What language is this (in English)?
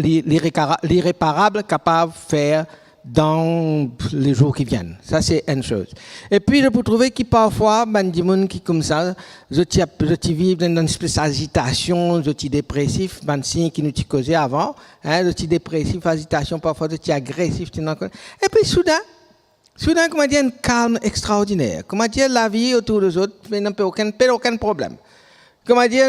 Morisyen